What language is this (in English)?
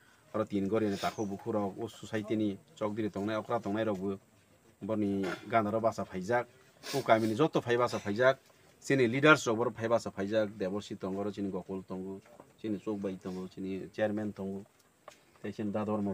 Kok Borok